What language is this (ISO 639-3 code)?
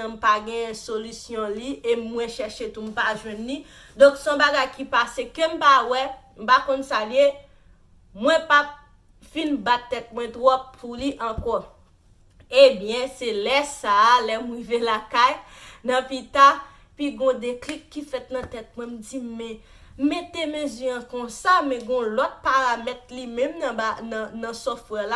hat